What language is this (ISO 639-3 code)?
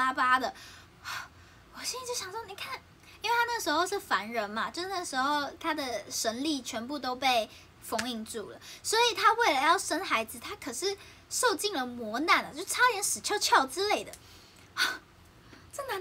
zho